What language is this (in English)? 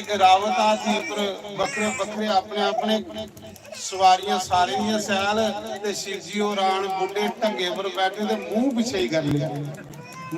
Dogri